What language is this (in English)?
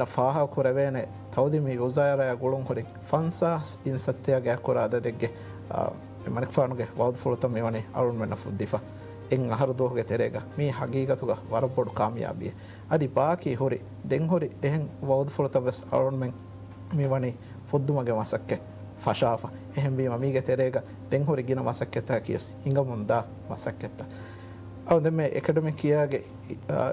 Divehi